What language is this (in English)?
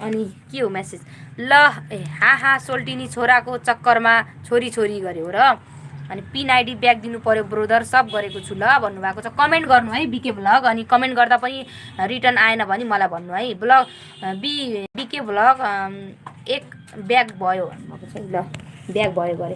Nepali